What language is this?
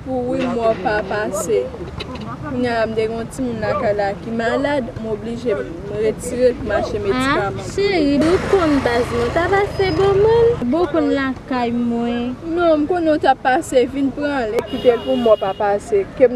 Haitian Creole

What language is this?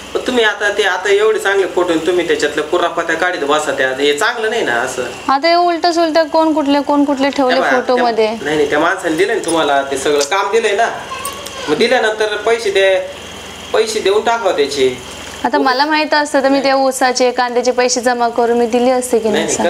Marathi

